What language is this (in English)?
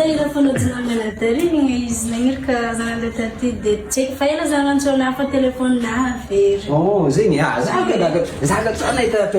Malagasy